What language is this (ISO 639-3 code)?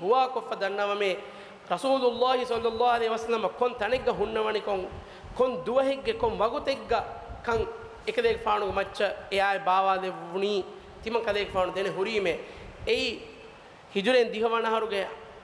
div